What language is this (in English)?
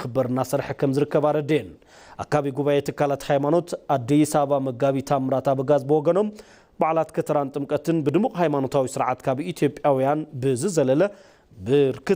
Tigrinya